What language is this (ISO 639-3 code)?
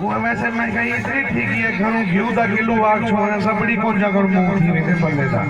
skr